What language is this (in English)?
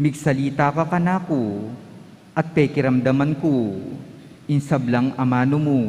Pampanga